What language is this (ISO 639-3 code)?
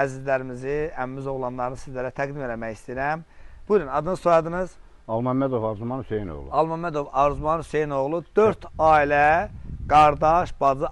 aze